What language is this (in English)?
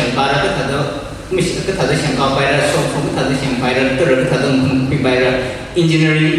Tangkhul Naga (India)